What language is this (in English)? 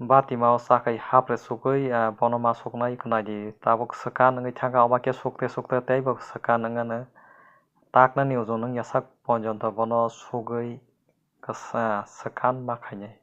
Kok Borok